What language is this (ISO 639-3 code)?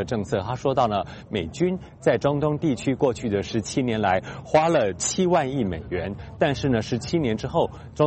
zho